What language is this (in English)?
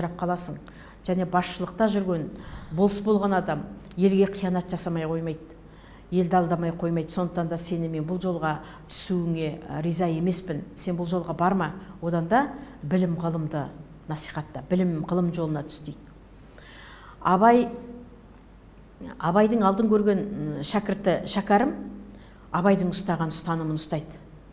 Kazakh